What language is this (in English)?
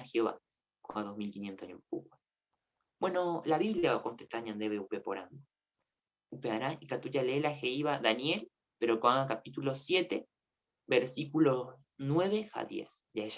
Guarani